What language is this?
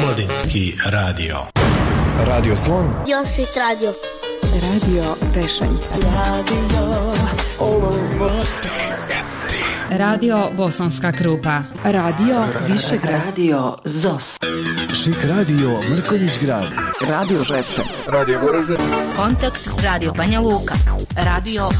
Bosnian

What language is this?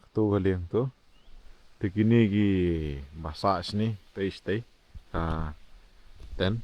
Khasi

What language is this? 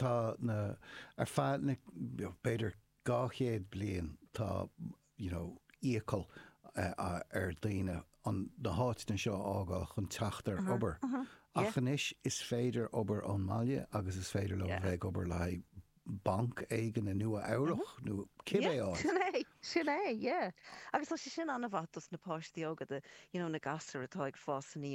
Irish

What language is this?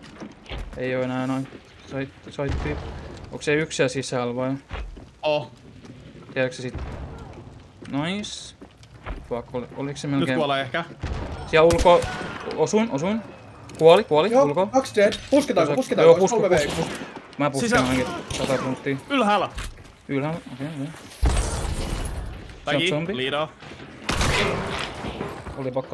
Finnish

